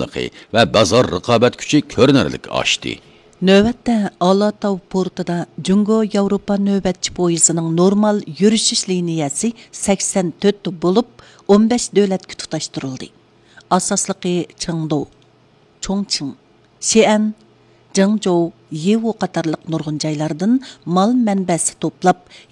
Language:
Uyghur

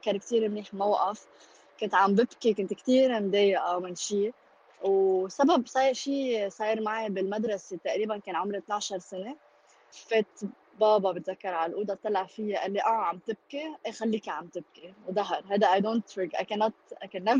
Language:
North Levantine Arabic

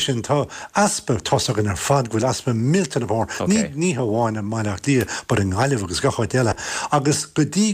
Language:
Irish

